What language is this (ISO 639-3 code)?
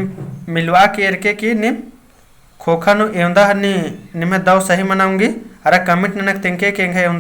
kru